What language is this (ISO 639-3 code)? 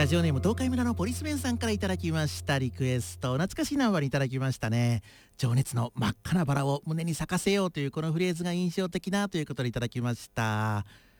jpn